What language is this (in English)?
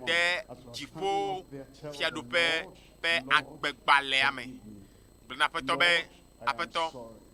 Ewe